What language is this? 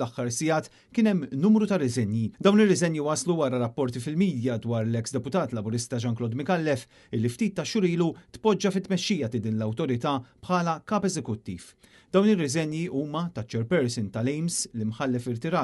Maltese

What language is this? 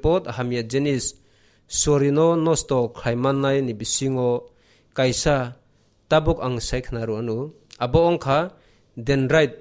Kok Borok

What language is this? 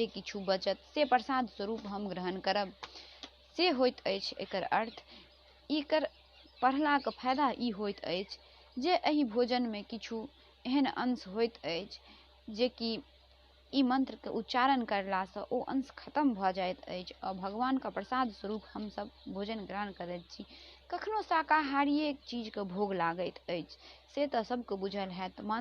Maithili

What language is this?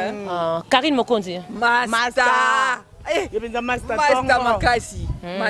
Lingala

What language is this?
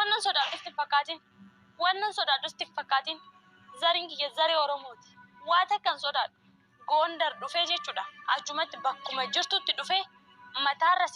Oromo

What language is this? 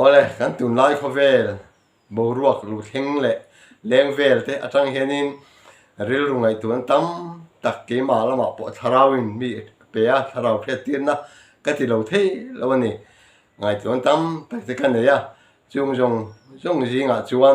Mizo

